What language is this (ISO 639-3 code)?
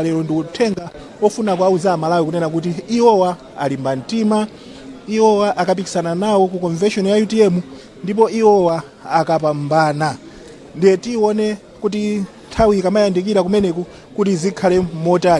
nya